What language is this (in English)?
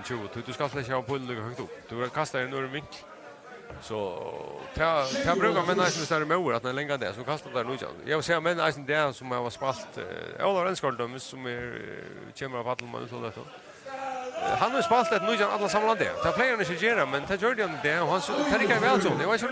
Faroese